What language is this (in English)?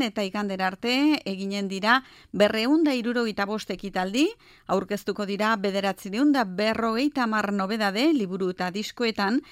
Basque